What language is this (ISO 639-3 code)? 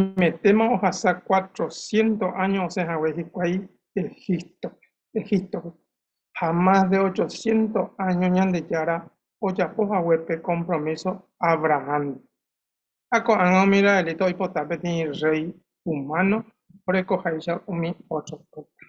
grn